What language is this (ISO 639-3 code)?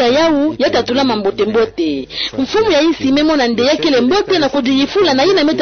ktu